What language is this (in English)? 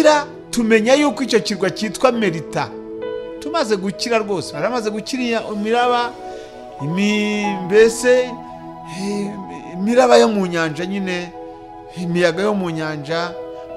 Kinyarwanda